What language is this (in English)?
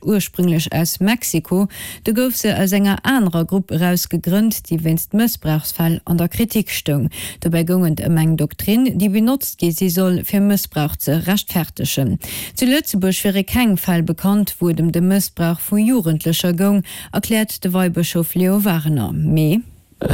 Luxembourgish